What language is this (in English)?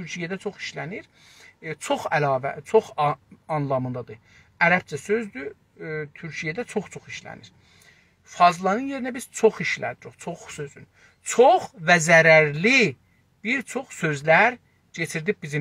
South Azerbaijani